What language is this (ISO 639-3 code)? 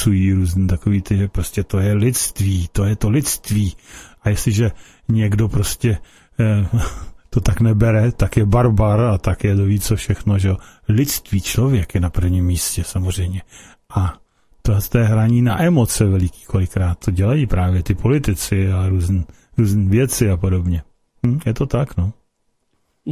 ces